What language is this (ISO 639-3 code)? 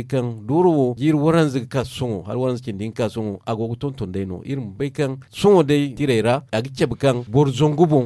dje